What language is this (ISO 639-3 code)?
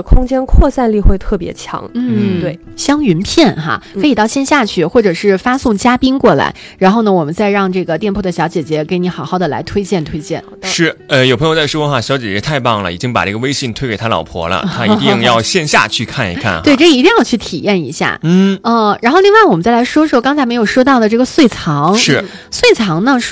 zho